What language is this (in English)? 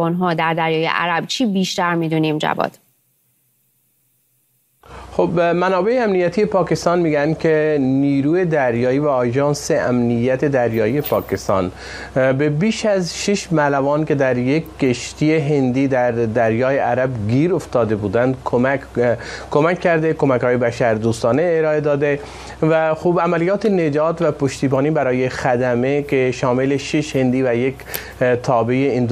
Persian